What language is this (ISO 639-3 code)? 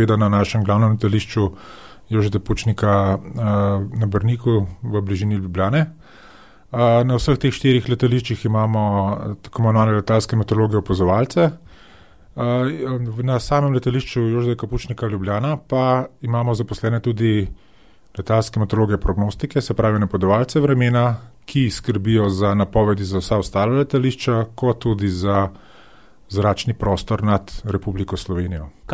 slv